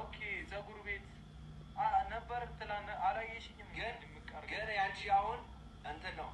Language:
Amharic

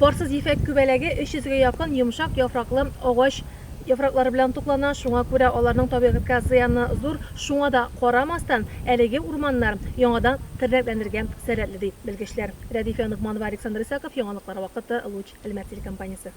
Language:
Tatar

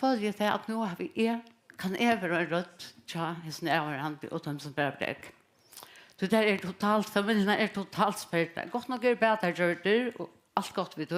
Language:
Faroese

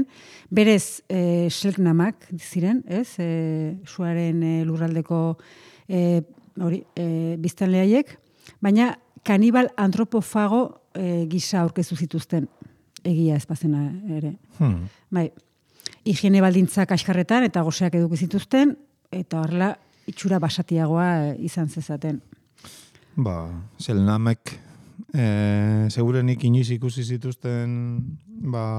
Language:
Basque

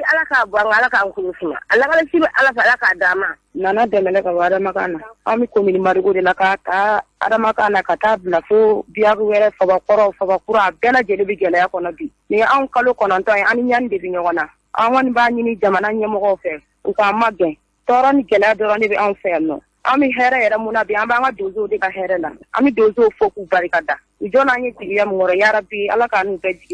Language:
Bambara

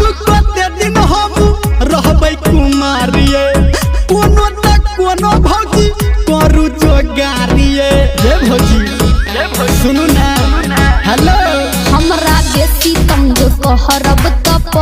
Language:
Maithili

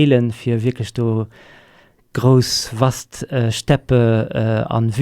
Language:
Luxembourgish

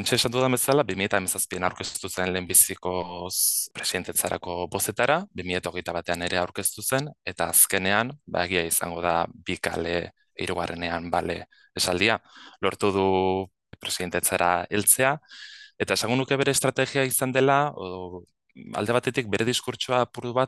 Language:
Basque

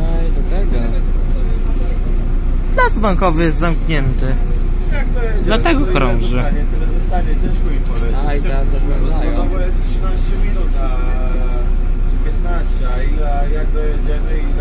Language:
Polish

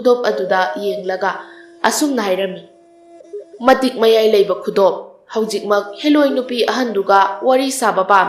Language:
Manipuri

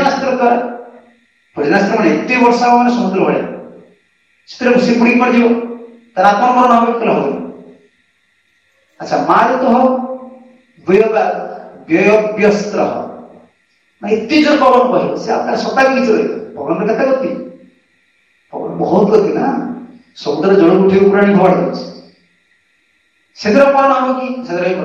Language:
Odia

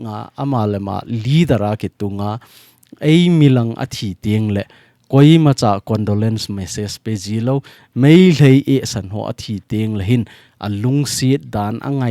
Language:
Thado Chin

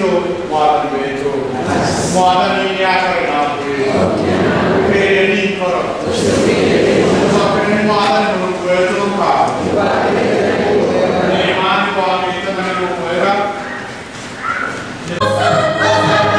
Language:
Swahili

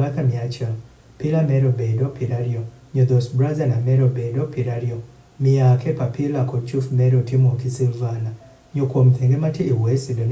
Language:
Adhola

